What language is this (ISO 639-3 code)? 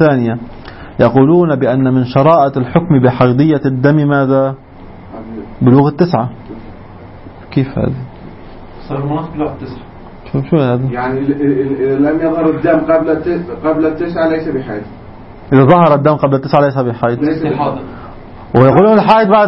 ara